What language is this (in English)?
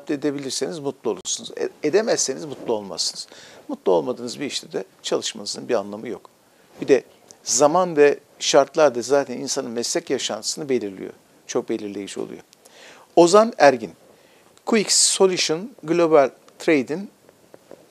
Turkish